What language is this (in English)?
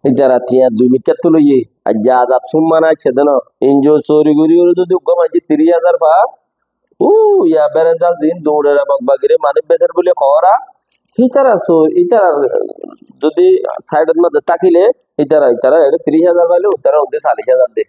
Rohingya